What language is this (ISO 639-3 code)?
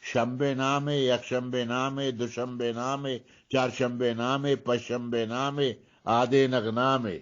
bgp